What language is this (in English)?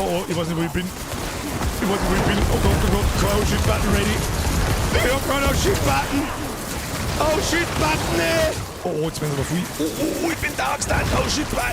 Bavarian